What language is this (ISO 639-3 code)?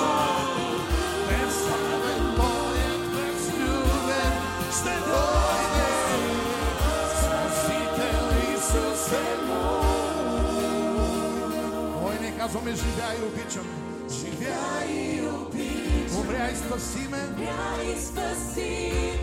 bul